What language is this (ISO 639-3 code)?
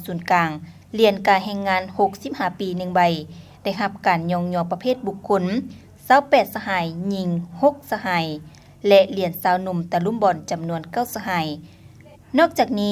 lao